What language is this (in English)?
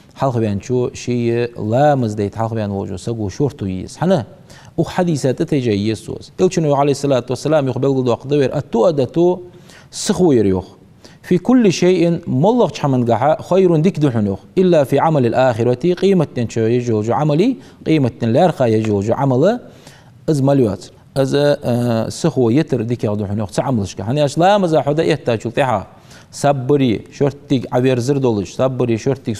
Ingush